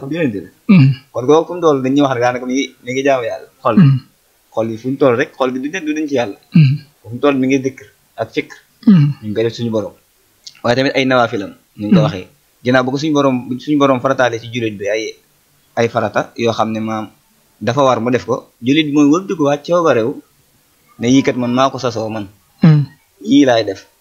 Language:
Wolof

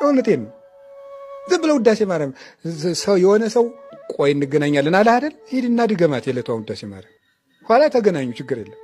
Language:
Amharic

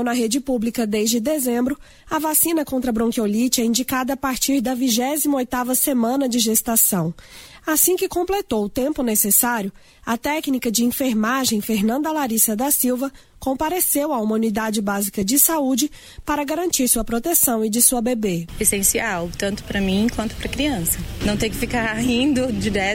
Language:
Portuguese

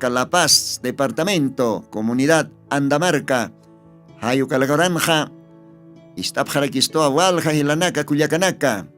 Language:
Aymara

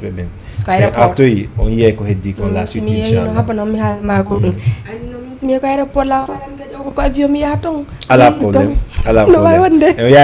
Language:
Fula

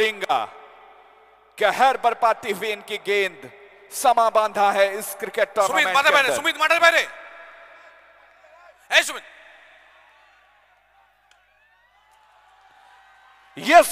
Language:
Bangla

